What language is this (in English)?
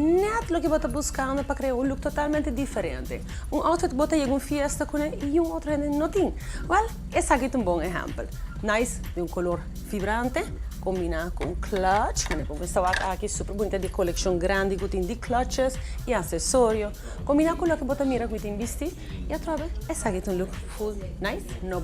Papiamento